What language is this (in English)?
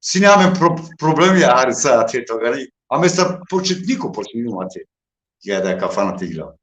Balkan Romani